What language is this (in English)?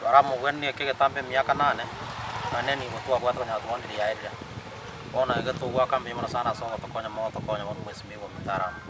Gusii